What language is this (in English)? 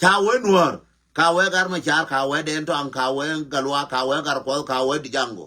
Nuer